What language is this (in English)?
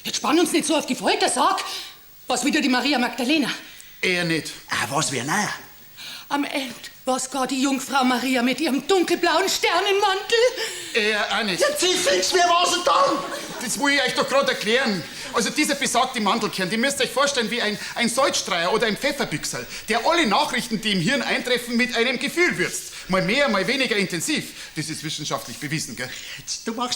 Bavarian